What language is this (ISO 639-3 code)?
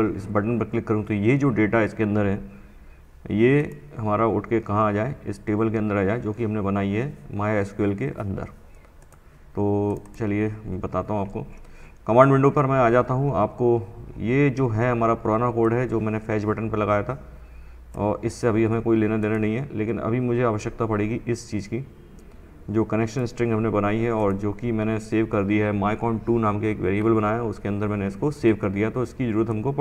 hin